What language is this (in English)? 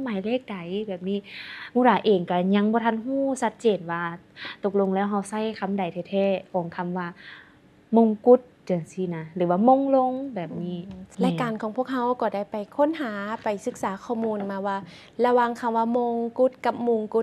Lao